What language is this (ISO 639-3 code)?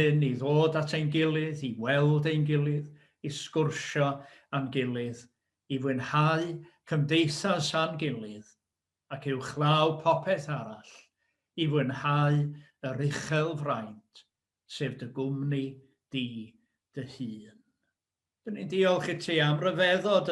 cym